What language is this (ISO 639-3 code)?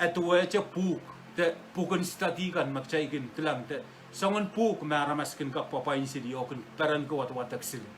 pon